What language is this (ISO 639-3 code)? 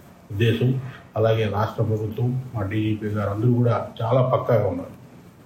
tel